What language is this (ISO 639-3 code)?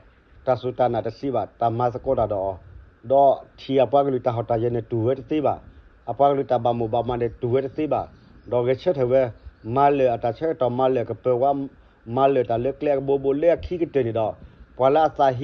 ksw